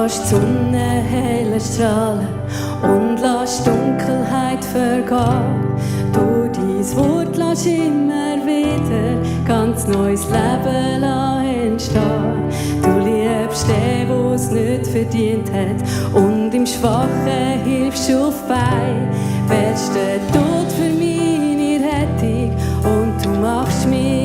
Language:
Swiss German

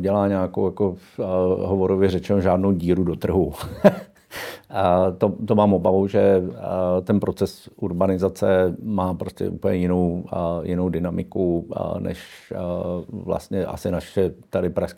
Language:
Czech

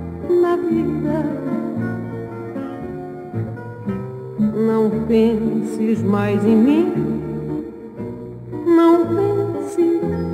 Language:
Portuguese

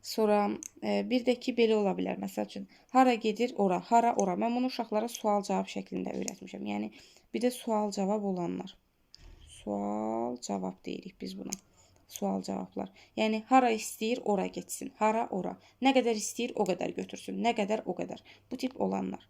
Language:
Azerbaijani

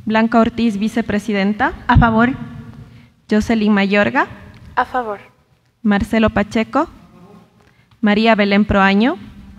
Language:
Spanish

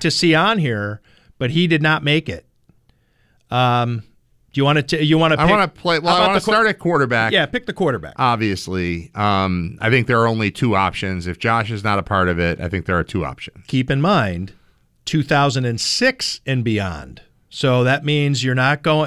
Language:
English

